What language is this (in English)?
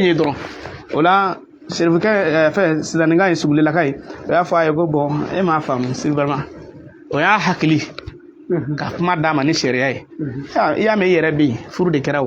Bambara